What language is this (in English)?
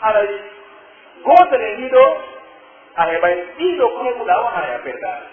Pular